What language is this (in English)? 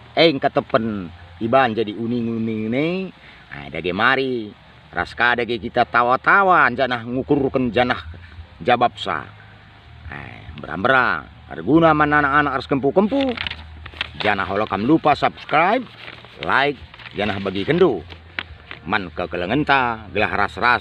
Batak Karo